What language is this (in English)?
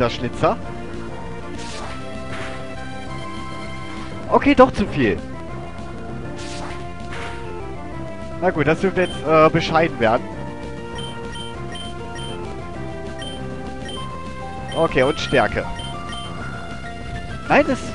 German